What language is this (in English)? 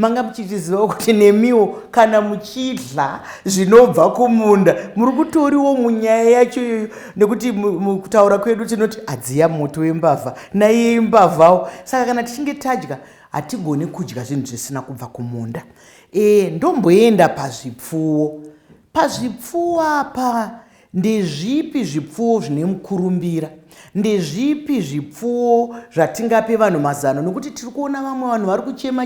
Shona